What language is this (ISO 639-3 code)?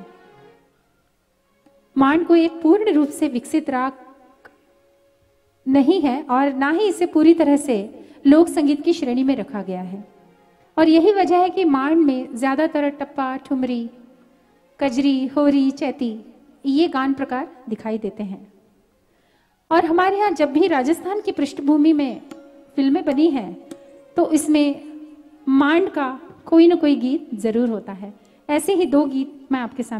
hin